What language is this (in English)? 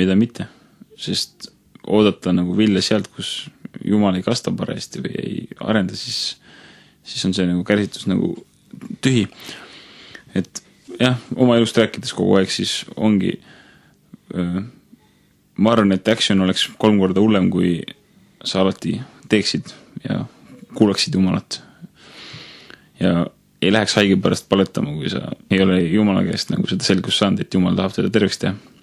Estonian